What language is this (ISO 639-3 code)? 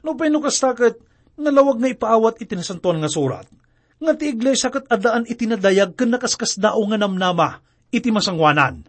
ilo